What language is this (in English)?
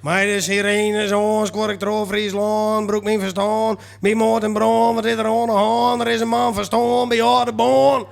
Western Frisian